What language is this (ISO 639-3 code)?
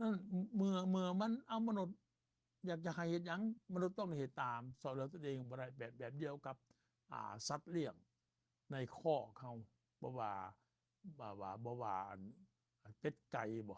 lao